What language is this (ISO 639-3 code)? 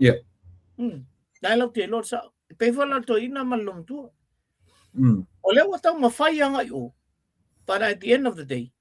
smo